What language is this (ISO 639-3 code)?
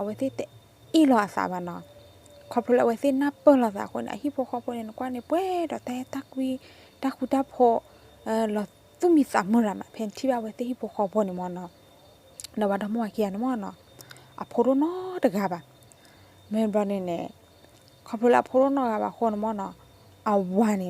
ksw